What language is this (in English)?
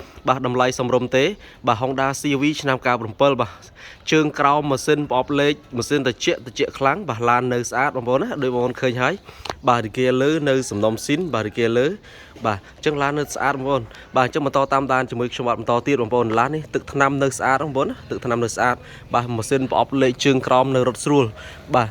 Khmer